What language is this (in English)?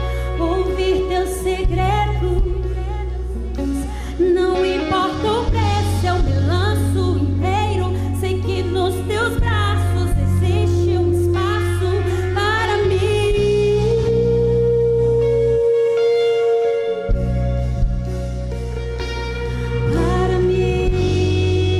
Portuguese